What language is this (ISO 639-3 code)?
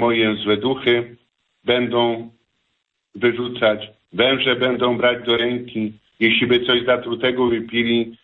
pol